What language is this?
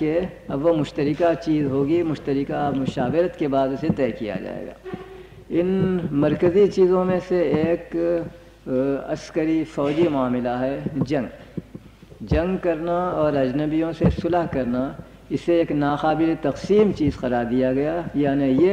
Urdu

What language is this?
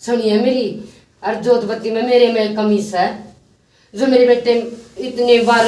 Haryanvi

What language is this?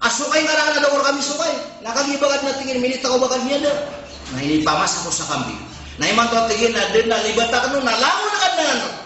Maranao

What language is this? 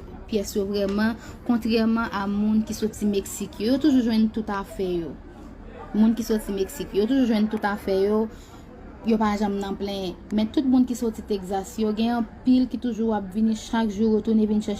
Haitian Creole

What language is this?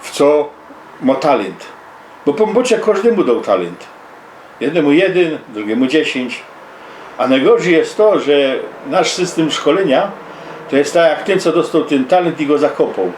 Silesian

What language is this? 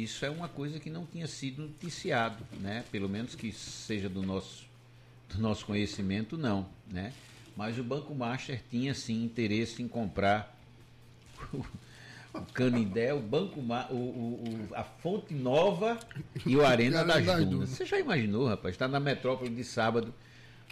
Portuguese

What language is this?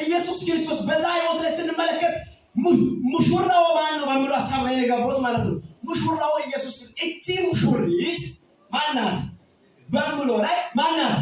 Amharic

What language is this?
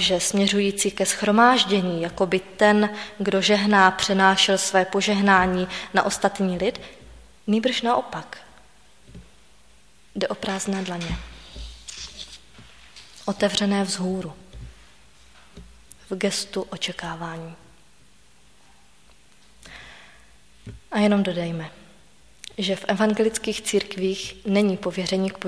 Czech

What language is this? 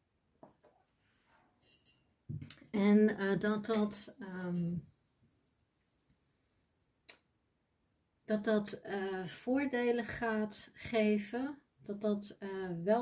Dutch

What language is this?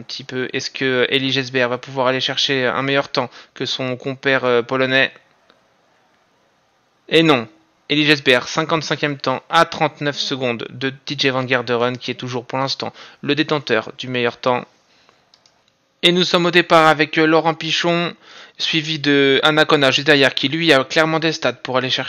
French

